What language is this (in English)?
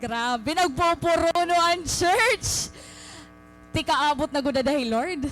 Waray